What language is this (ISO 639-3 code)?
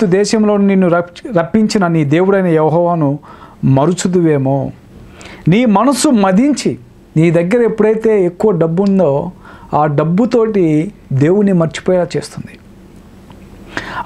tel